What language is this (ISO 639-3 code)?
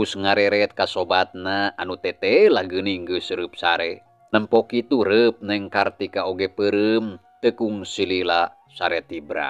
sun